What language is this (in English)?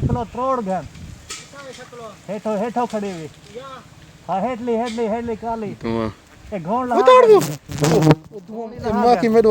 Saraiki